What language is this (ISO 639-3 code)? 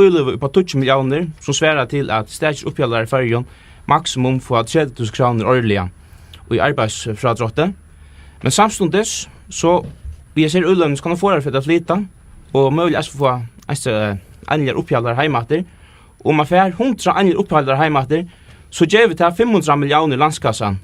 fao